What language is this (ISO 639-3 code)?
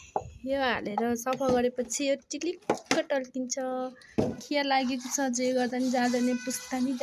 nep